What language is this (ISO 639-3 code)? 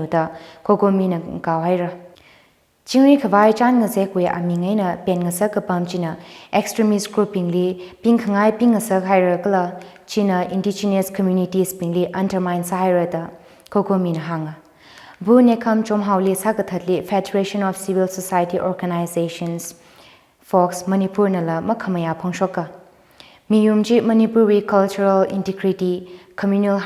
nmf